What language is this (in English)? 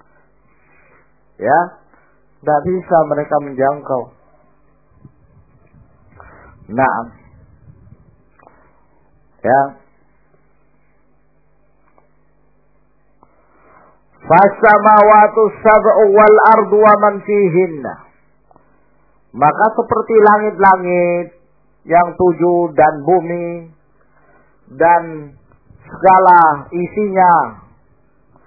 Indonesian